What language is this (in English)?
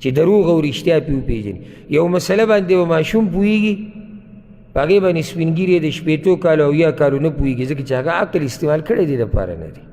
Pashto